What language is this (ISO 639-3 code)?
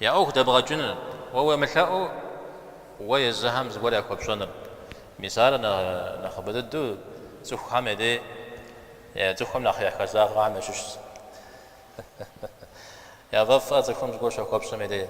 kbd